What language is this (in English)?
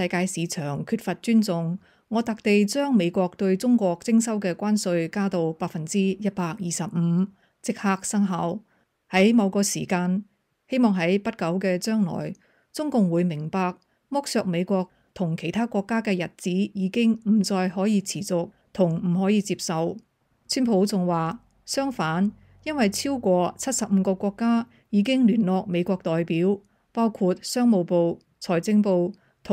Cantonese